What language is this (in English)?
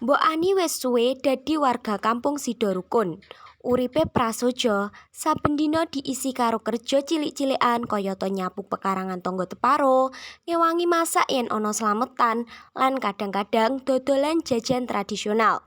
Javanese